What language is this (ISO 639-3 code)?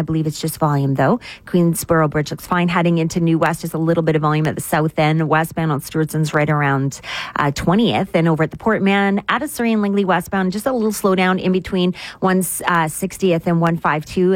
eng